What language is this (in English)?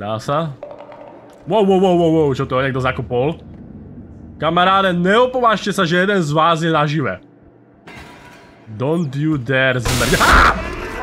Slovak